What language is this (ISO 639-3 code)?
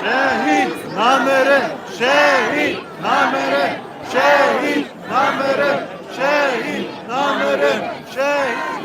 kur